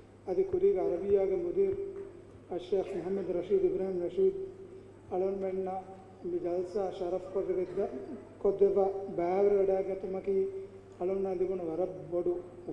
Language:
Divehi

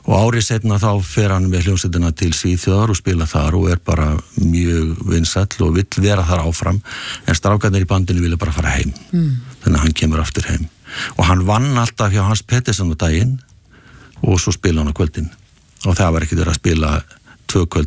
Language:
Icelandic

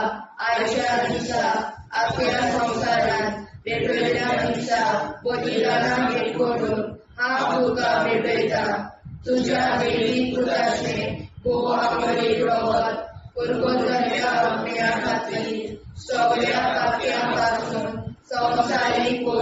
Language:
Konkani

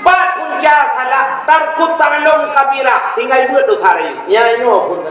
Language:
Achinese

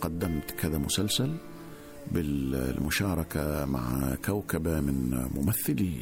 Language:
Gulf Arabic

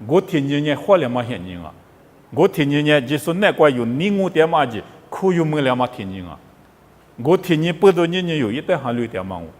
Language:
Lisu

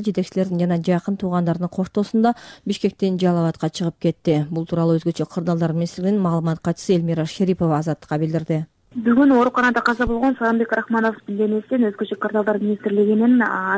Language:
Kyrgyz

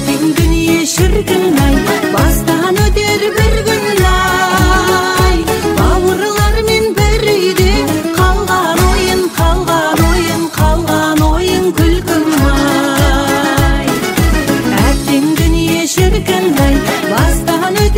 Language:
Kazakh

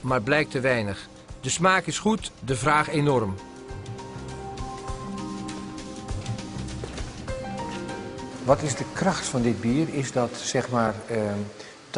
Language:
Dutch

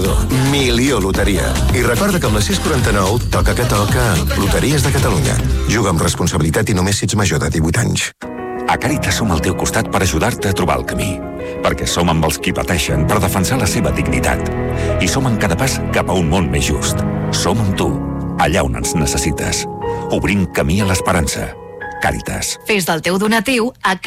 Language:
Catalan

